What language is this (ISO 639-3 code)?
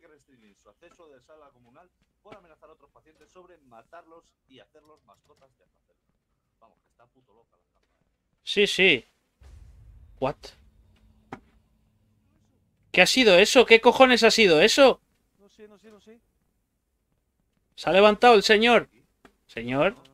spa